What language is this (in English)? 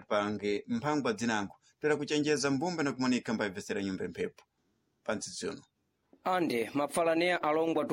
Sena